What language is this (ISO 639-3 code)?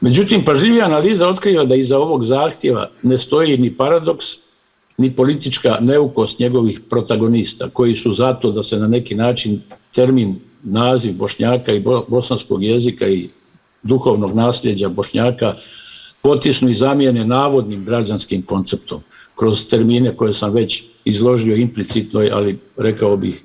bos